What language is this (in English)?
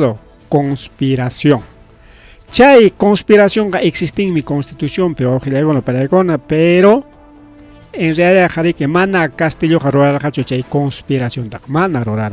Ayacucho Quechua